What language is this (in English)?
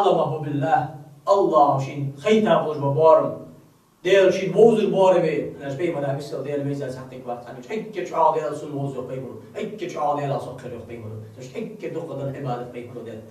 Ingush